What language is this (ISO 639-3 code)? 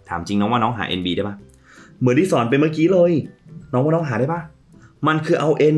tha